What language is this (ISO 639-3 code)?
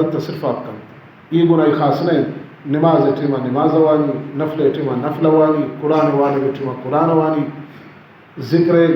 bal